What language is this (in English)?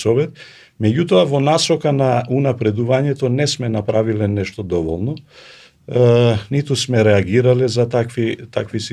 Macedonian